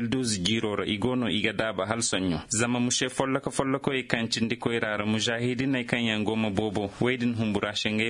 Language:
Koyraboro Senni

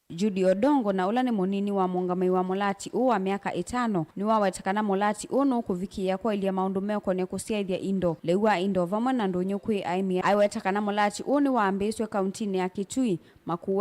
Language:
Kamba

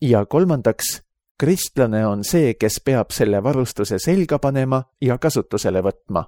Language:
Estonian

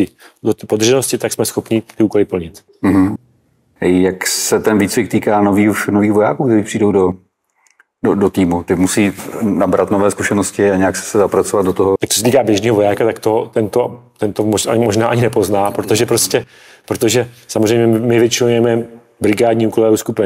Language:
Czech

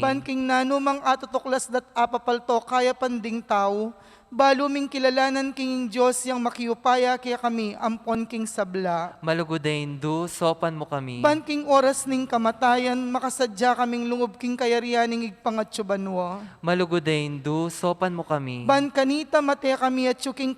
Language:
Pampanga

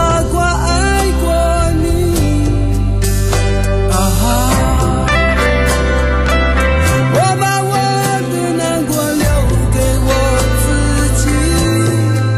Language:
Chinese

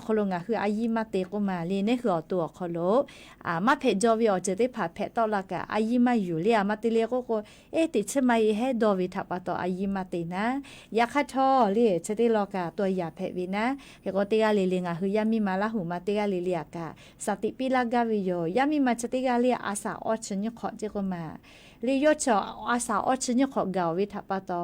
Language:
Lahu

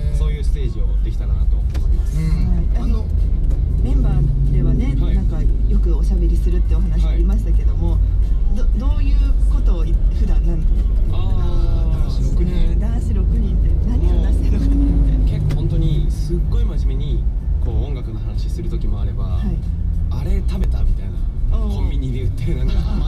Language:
Japanese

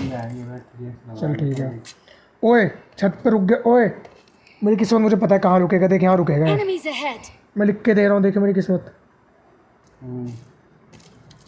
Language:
Hindi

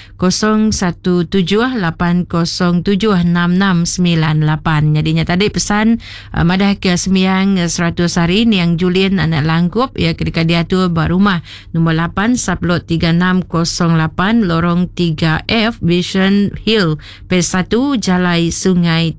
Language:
Iban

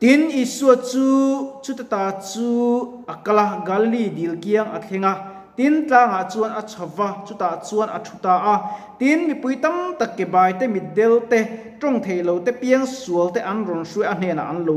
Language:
Mizo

